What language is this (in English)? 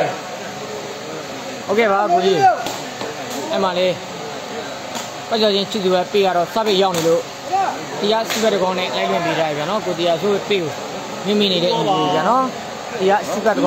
Burmese